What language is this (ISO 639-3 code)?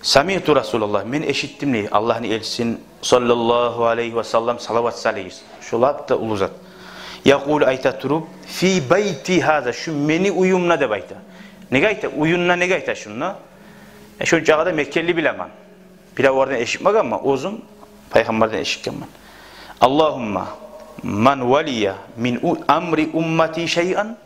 kum